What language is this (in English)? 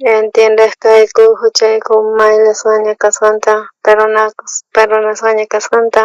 South Bolivian Quechua